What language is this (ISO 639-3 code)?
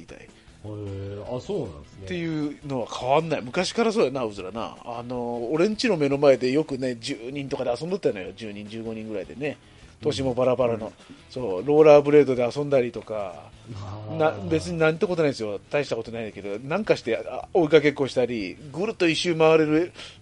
jpn